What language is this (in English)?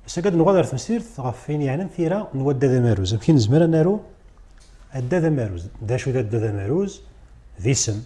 Kabyle